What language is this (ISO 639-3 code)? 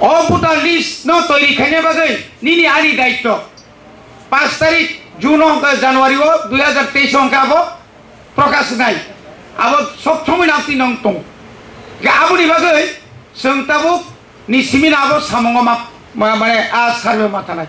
trp